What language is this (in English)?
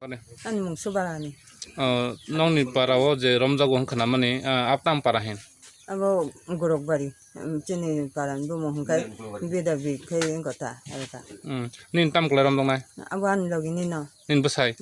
Kok Borok